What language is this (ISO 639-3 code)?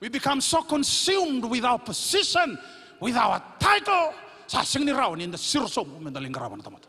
fij